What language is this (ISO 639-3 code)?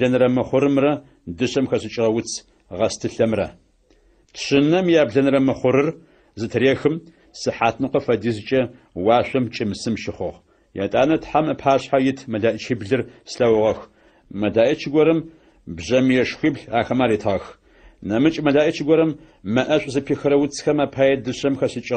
ady